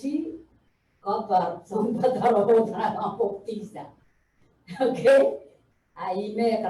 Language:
Pohnpeian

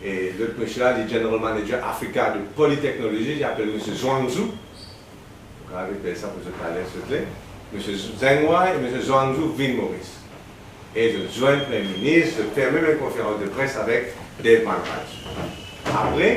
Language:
Morisyen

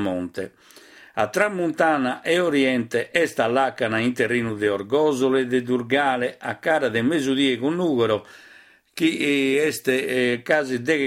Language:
Sardinian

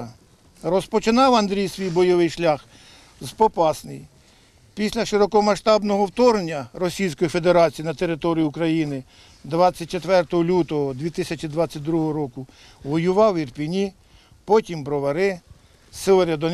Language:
Ukrainian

